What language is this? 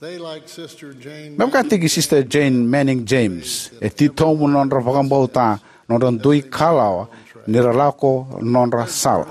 Fijian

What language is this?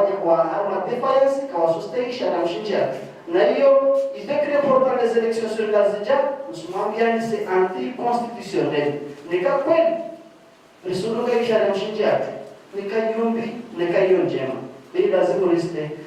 Ngazidja Comorian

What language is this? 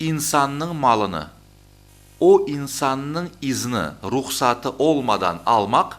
Crimean Tatar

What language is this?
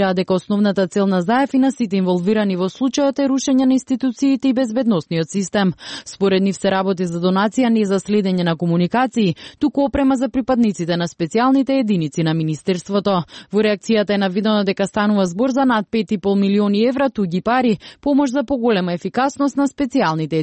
Macedonian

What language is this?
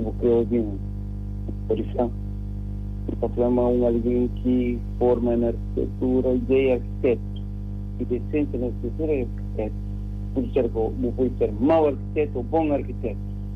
Kabuverdianu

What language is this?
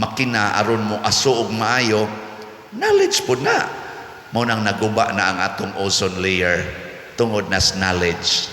Cebuano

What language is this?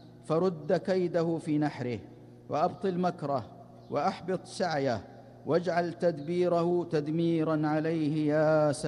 Arabic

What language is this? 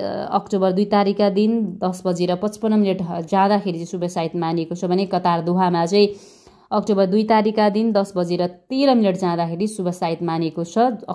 Nepali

